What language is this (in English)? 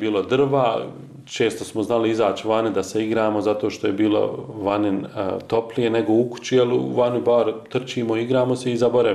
Bosnian